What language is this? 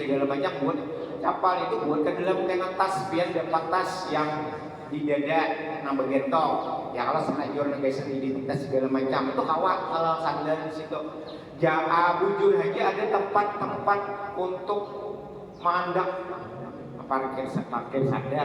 Banjar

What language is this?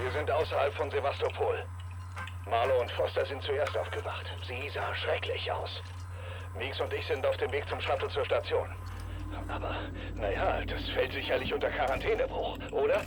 Bavarian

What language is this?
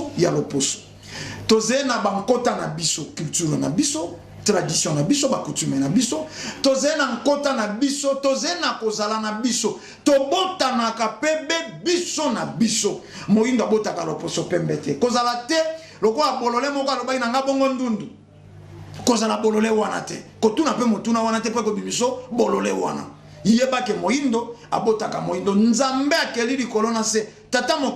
Lingala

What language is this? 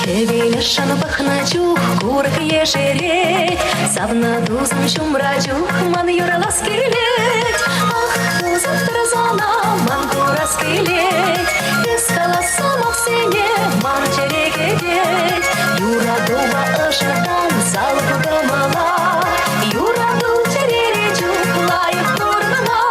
Chuvash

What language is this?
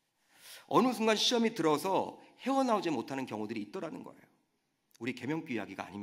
Korean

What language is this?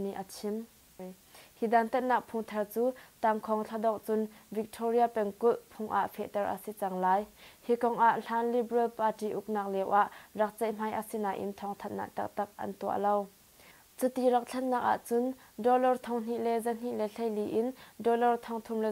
Hakha Chin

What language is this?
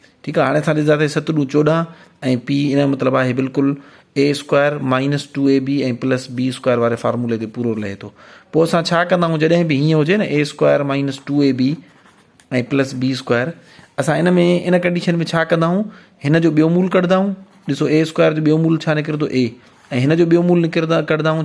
Sindhi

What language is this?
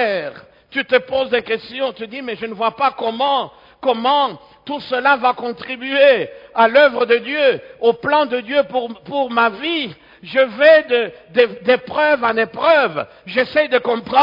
French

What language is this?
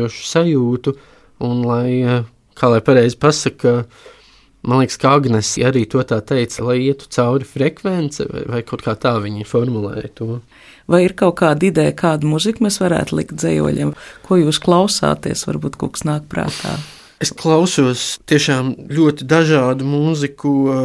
Latvian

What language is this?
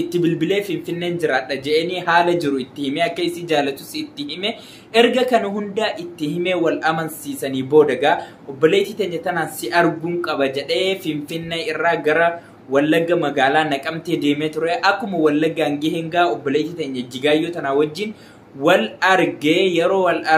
Oromo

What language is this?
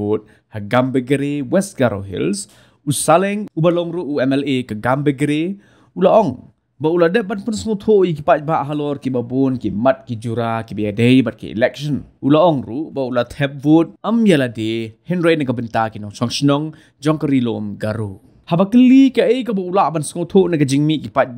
Khasi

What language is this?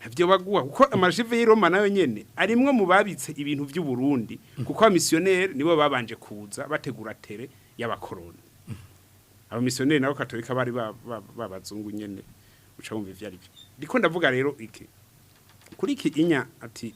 Rundi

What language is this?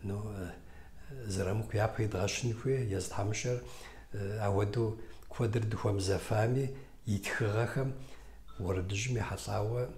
Kabardian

